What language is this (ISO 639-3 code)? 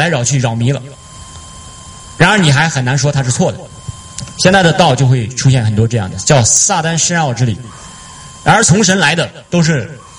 zho